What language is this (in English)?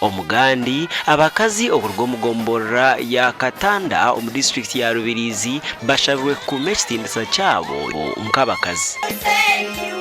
Nyankole